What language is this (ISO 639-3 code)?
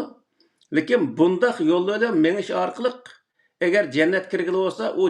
uig